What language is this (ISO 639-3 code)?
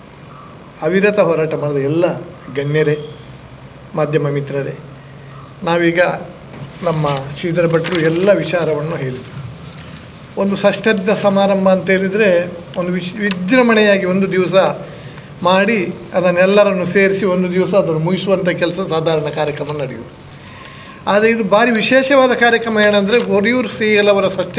kan